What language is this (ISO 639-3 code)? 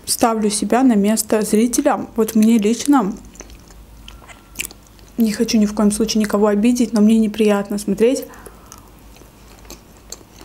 rus